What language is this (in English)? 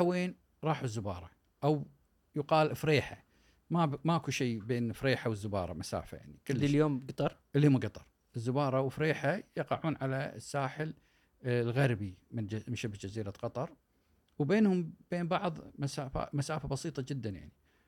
Gulf Arabic